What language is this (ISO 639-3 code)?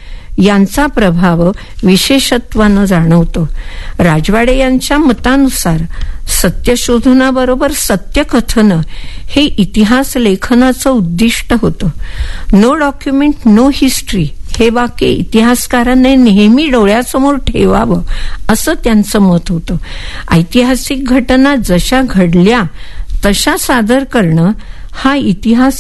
mar